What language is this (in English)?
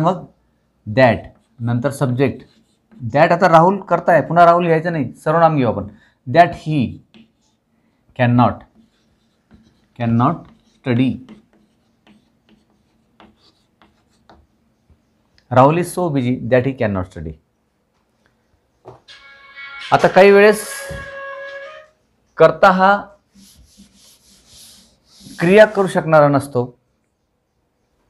Marathi